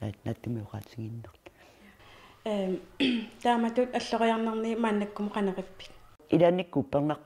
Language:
Kalaallisut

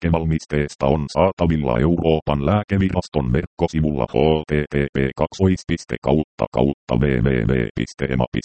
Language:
Finnish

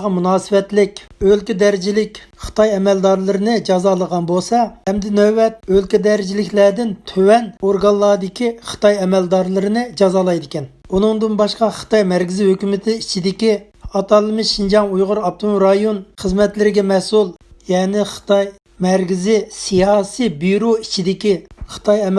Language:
Uyghur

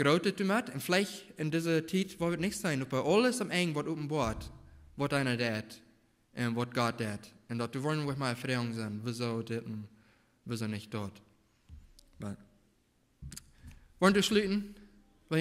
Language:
Plautdietsch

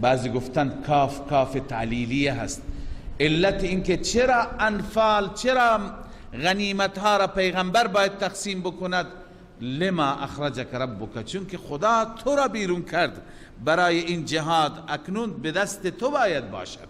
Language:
Persian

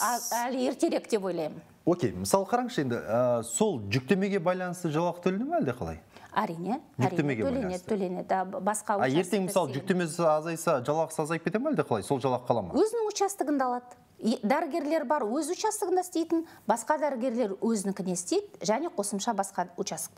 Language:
Kazakh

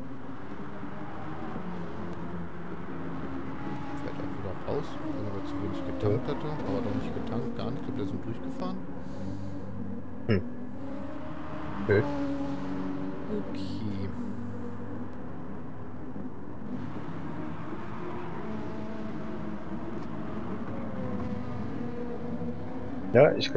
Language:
German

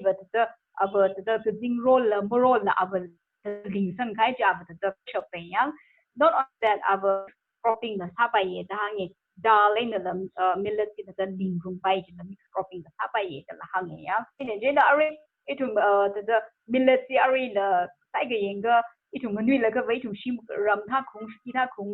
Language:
Tangkhul Naga (India)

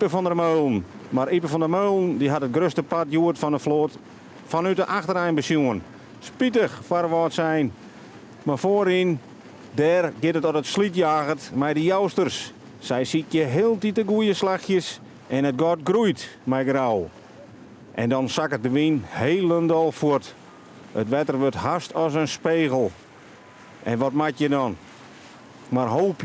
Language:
Western Frisian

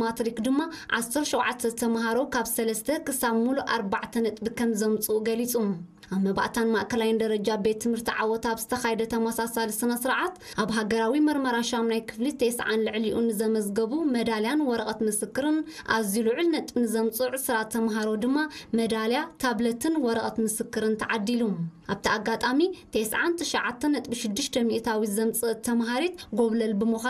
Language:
Tigrinya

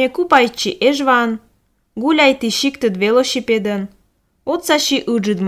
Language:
Albanian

